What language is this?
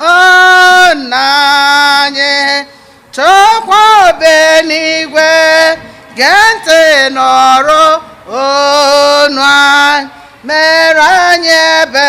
Igbo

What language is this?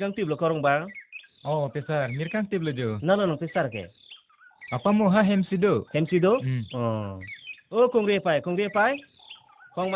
Karbi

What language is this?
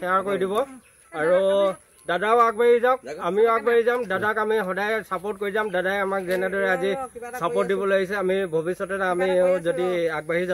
Assamese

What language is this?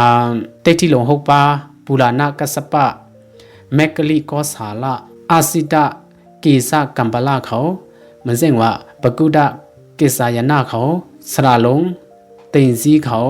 Shan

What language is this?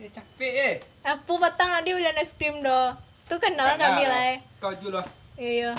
Minangkabau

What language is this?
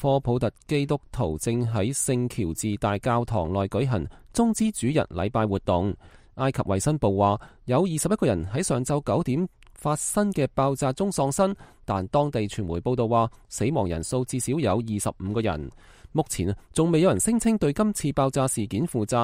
Cantonese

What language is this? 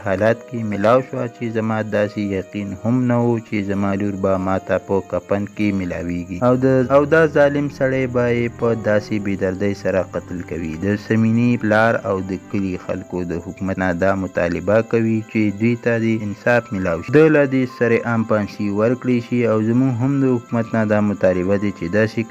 Pashto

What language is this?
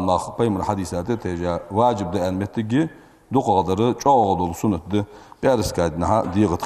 Ingush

